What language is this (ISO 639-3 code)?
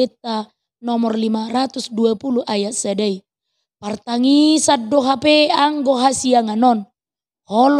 bbc